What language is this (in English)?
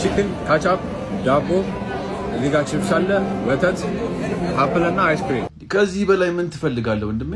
Amharic